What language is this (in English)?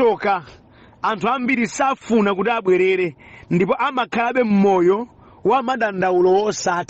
Nyanja